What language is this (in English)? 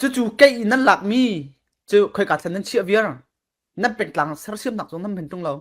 Falam Chin